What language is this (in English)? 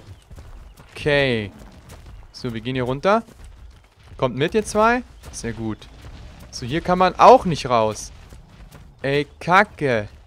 German